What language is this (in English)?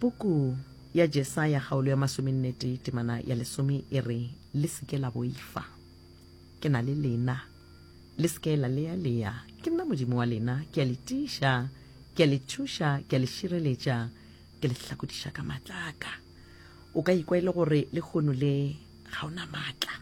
Northern Sotho